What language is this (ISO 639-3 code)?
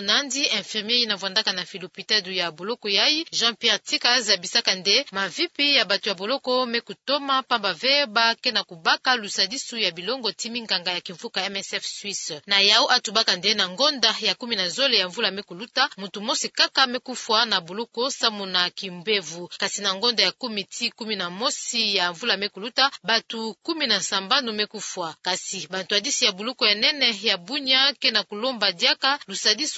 ktu